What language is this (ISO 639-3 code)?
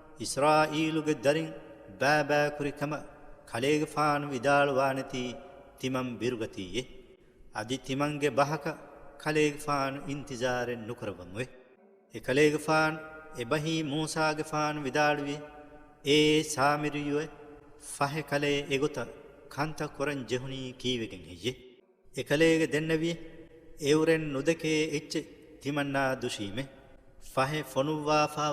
div